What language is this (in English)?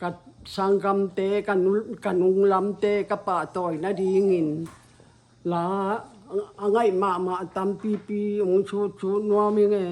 Tedim Chin